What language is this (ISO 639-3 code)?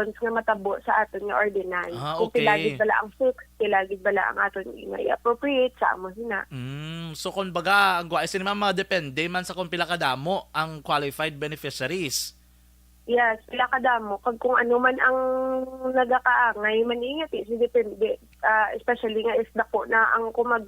hil